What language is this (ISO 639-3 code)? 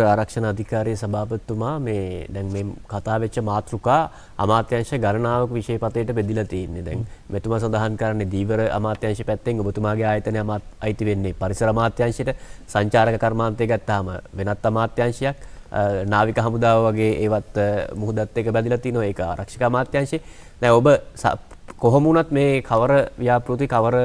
sin